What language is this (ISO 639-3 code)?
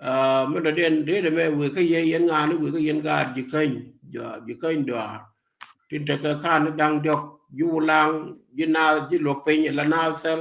nus